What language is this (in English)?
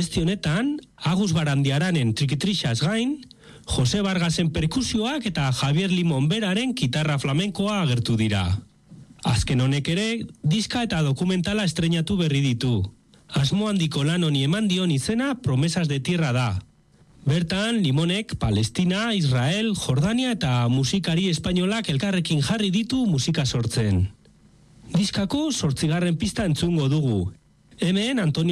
Basque